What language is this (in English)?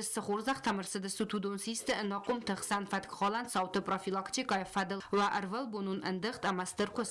Ossetic